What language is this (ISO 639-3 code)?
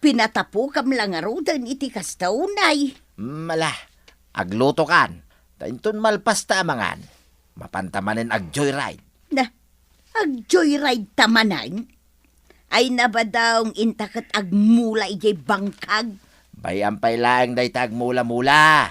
ilo